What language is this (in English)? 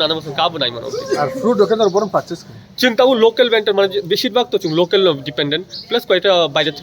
Kok Borok